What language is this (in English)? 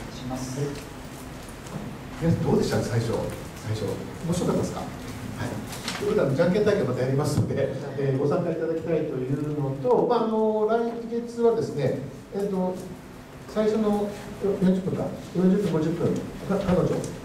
Japanese